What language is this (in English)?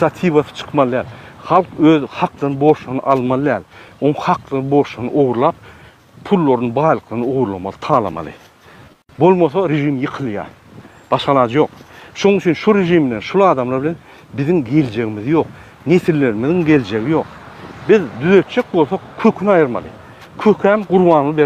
Turkmen